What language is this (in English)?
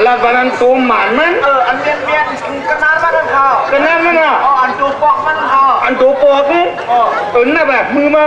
Shan